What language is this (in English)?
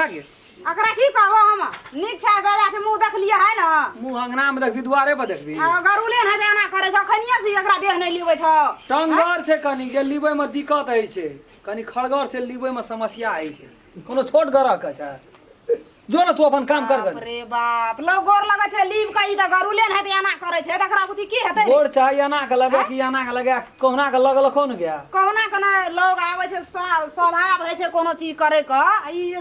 Maithili